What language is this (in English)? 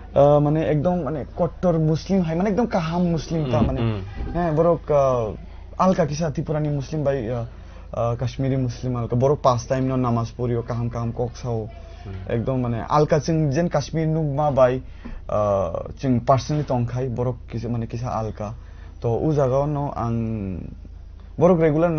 Kok Borok